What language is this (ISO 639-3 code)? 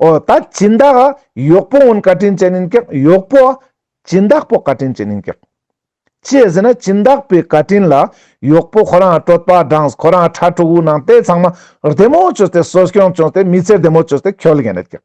lbj